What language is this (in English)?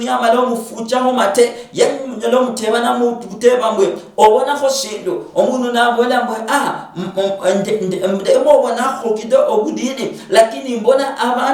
Luyia